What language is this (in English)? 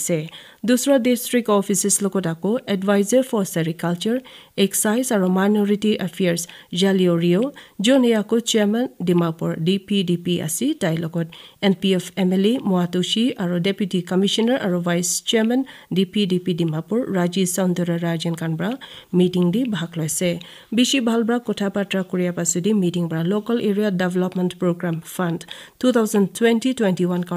Naga Pidgin